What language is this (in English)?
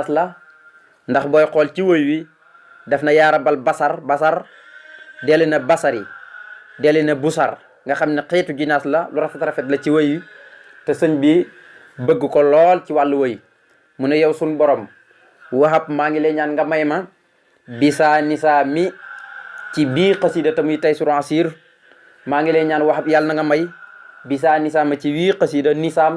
Wolof